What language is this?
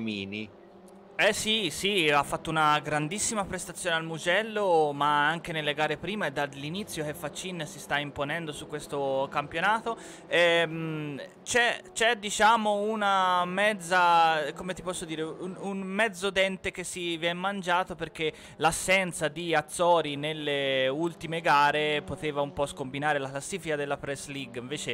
Italian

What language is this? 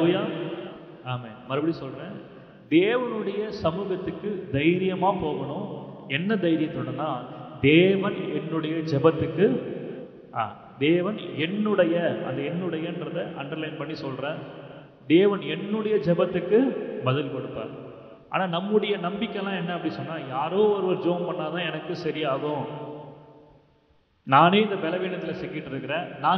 Tamil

